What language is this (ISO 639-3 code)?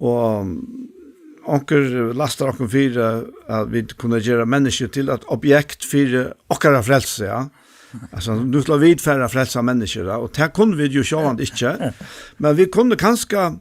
fao